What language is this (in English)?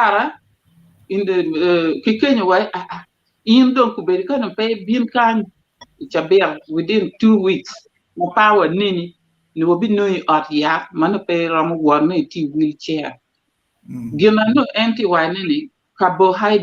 Acoli